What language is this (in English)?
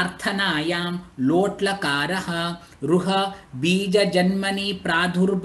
Sanskrit